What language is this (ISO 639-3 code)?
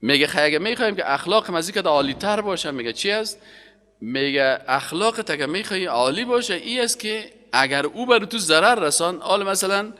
fas